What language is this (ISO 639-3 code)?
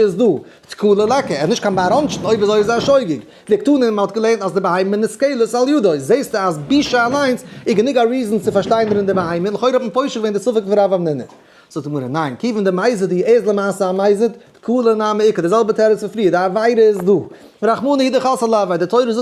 yid